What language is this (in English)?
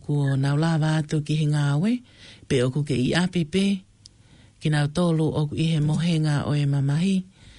Tongan